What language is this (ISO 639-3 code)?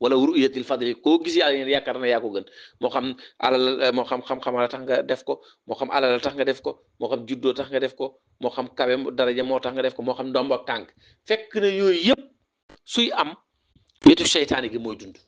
wol